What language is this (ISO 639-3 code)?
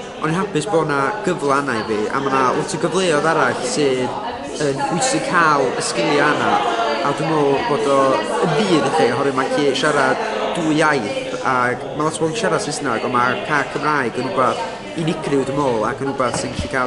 cym